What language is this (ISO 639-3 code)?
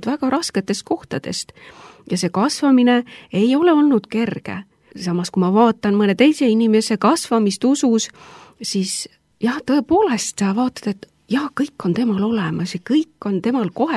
est